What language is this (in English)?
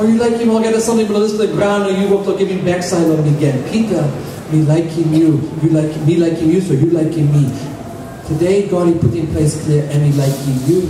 Tok Pisin